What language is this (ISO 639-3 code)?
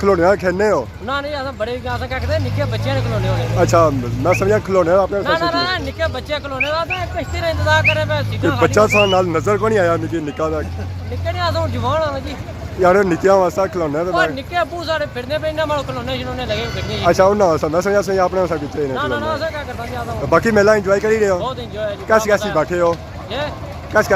phr